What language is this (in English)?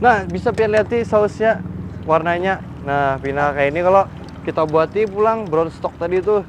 Banjar